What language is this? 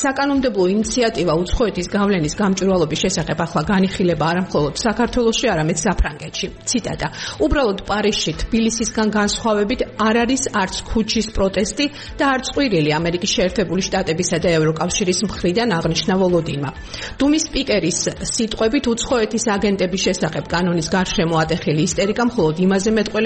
Georgian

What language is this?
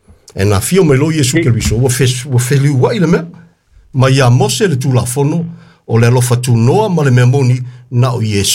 Samoan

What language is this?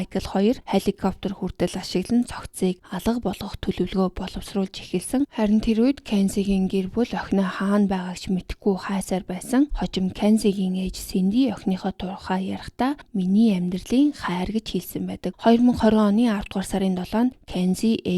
Mongolian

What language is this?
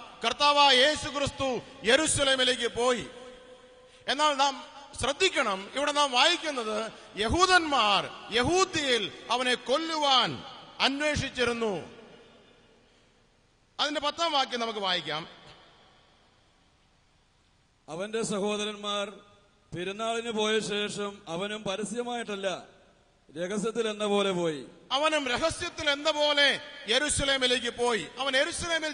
Malayalam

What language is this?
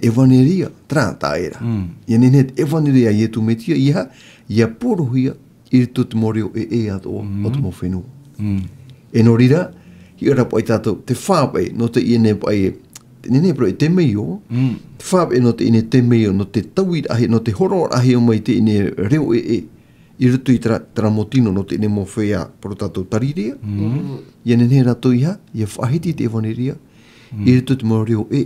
Tahitian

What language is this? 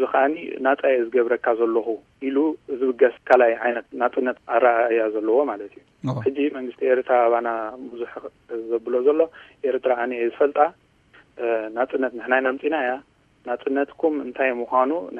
Tigrinya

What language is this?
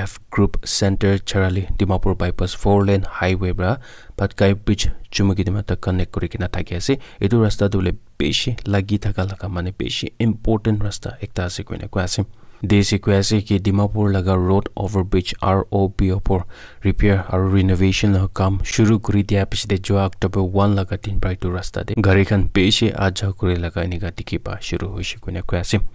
Naga Pidgin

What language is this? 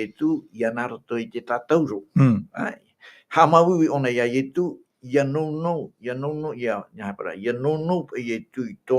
Tahitian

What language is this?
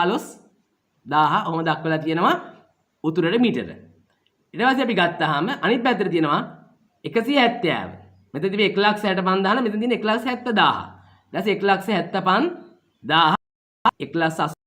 Sinhala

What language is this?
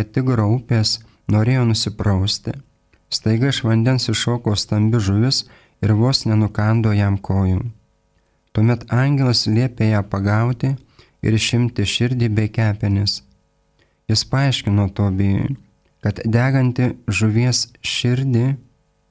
Lithuanian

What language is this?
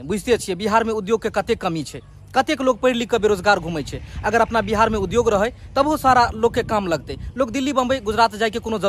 Maithili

